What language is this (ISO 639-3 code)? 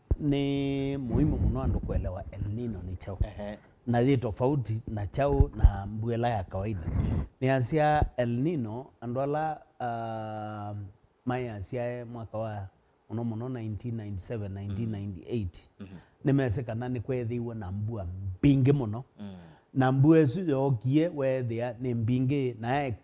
kam